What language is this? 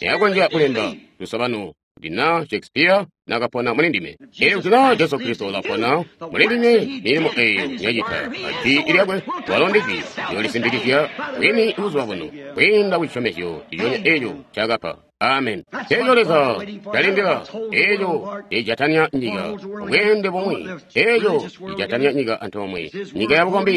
Tonga (Zambia)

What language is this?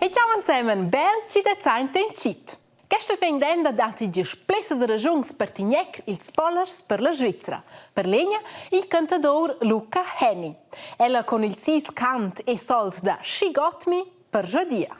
Romansh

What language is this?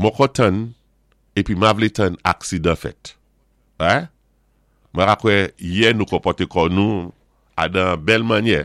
Saint Lucian Creole French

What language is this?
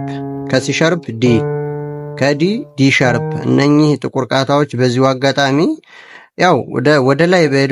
Amharic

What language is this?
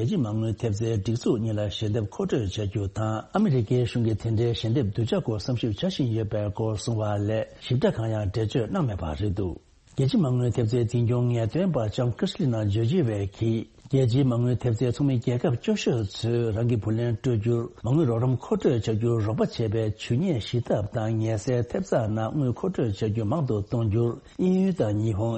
Tibetan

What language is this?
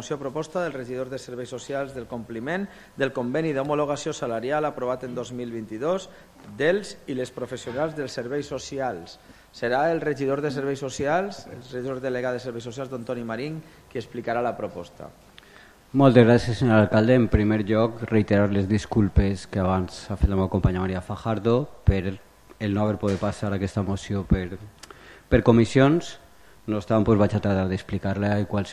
Catalan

